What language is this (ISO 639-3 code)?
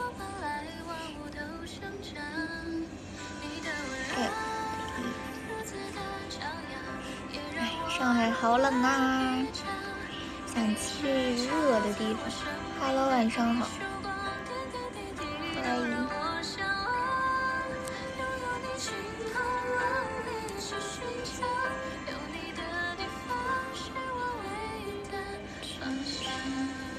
zho